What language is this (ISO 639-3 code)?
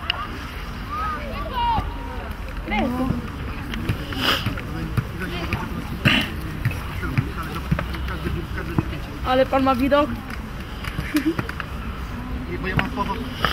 pol